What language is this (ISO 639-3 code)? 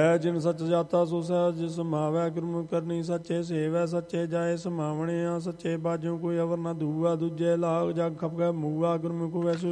pan